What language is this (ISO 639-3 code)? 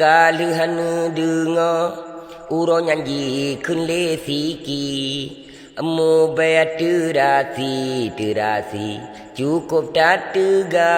ace